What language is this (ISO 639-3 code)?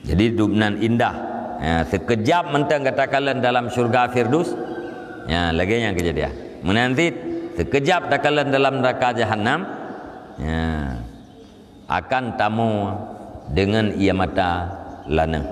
ace